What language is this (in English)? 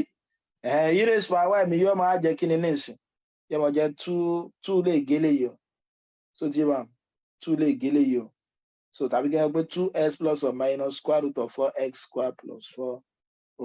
Yoruba